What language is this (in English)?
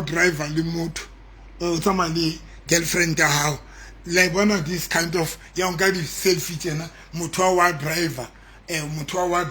Southern Sotho